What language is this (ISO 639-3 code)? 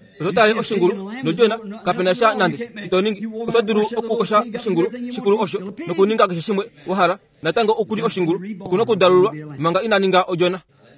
kua